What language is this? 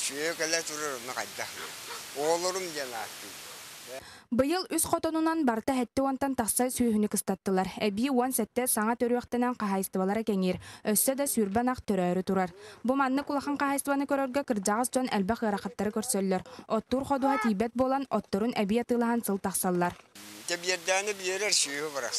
Yakut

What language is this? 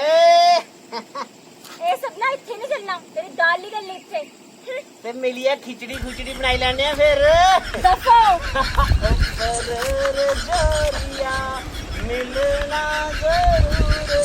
Dogri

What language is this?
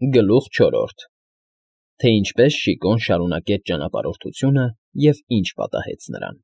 Armenian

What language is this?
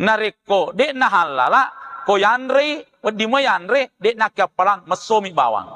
Buginese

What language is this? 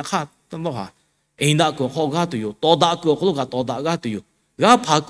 Lahu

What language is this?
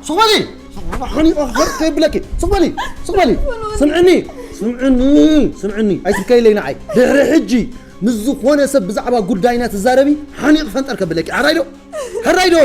Tigrinya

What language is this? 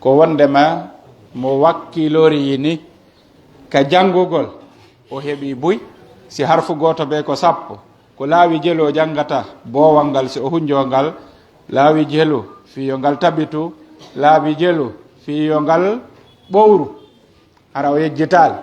Pular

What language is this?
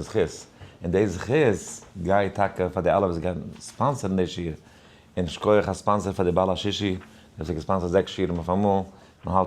Yiddish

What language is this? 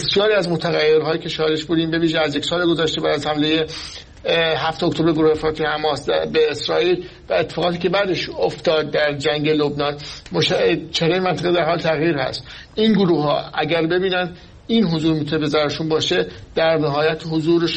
Persian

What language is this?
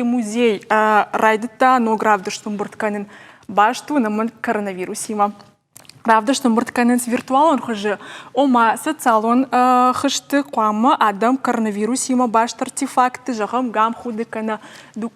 Ossetic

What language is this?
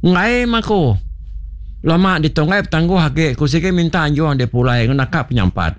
Iban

